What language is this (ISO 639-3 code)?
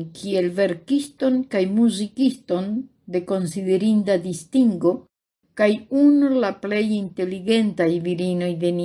epo